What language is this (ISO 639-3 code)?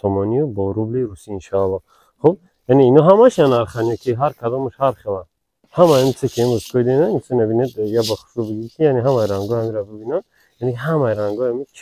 tgk